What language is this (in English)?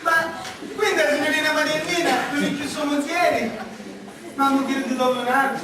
Sicilian